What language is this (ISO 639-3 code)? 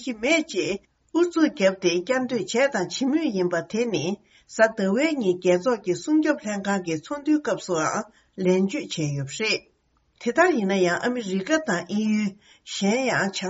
bod